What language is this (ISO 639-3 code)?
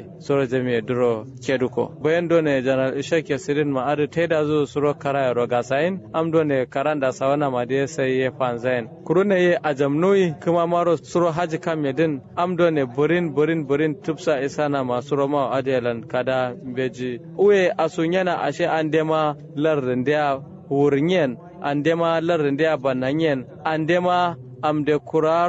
kau